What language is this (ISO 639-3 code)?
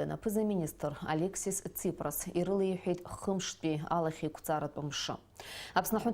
abk